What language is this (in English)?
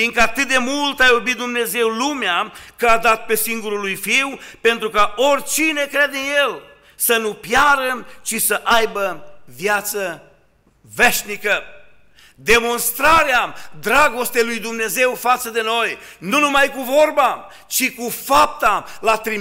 Romanian